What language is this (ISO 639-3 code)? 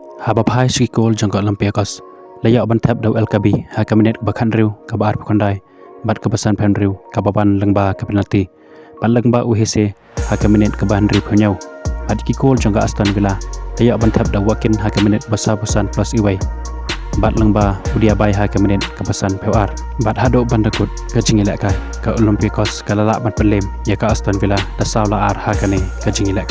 kha